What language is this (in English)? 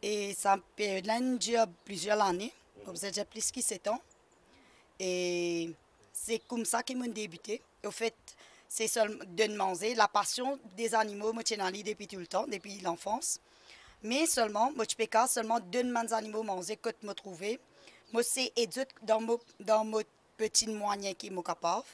Morisyen